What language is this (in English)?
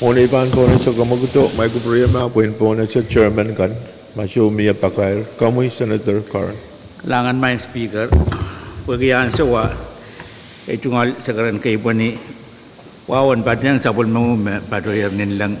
Pohnpeian